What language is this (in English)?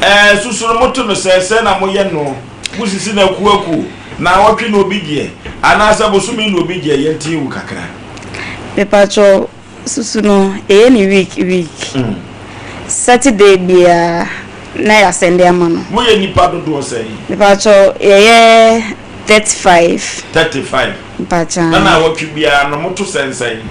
Akan